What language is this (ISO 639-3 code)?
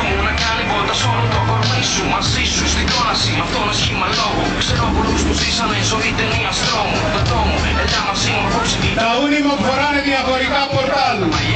ell